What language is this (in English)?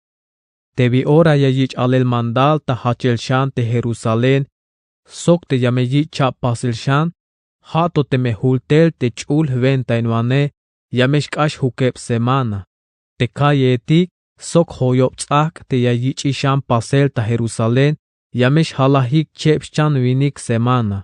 Tzeltal